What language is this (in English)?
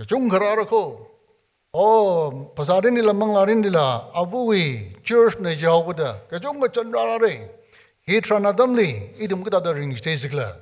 Tangkhul Naga (India)